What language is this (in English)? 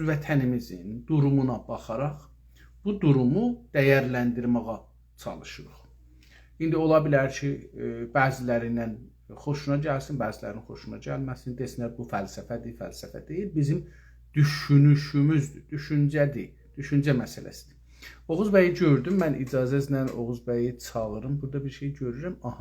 South Azerbaijani